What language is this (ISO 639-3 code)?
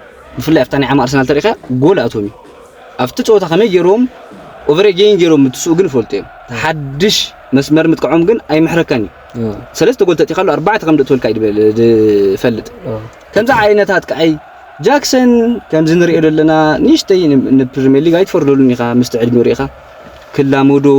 tir